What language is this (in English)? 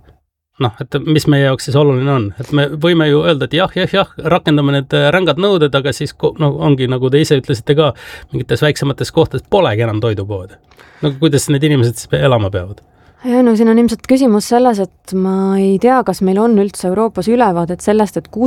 Estonian